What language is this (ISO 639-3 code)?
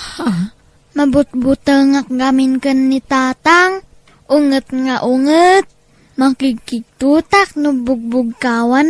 ilo